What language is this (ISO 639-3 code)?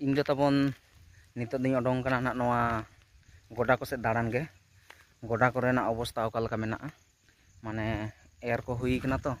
sat